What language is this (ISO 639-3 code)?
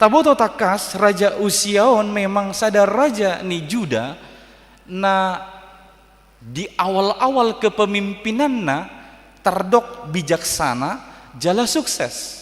bbc